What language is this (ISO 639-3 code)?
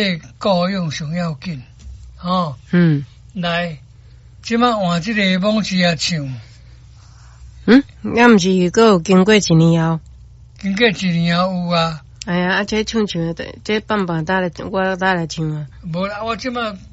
nan